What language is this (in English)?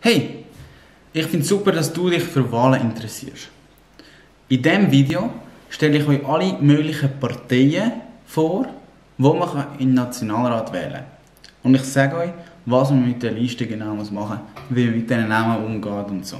Swiss German